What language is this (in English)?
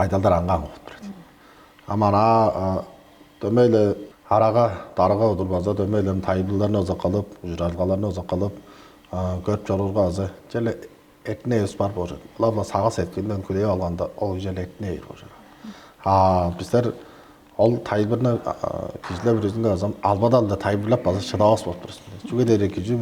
Tuvinian